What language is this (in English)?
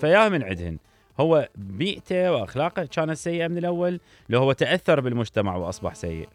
Mesopotamian Arabic